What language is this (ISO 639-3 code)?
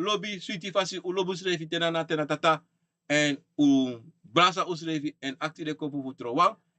srn